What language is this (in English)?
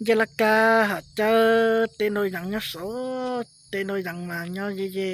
Hmong